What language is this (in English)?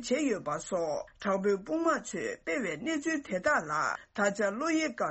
Tibetan